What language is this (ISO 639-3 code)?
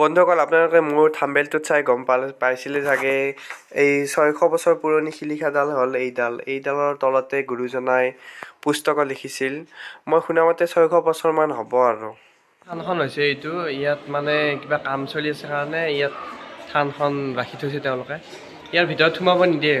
asm